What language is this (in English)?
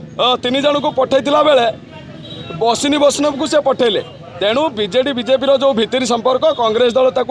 Odia